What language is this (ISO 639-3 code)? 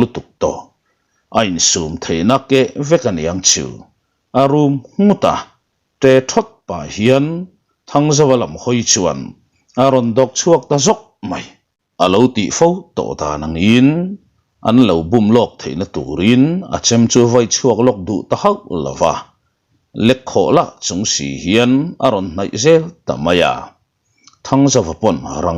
lus